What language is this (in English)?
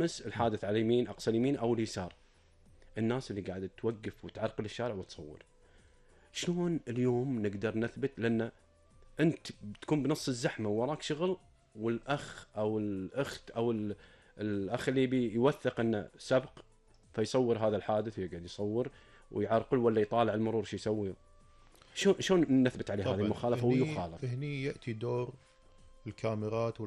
Gulf Arabic